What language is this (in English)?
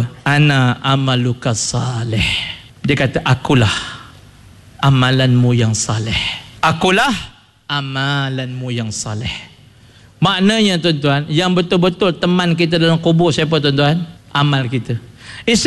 Malay